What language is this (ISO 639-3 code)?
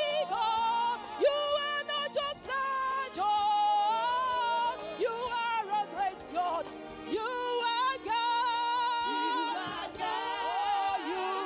ewe